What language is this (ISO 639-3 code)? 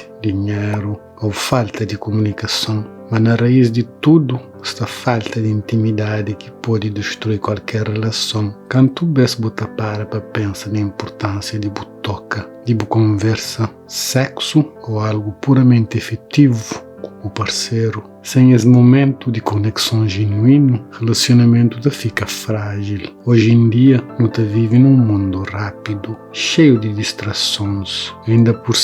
kea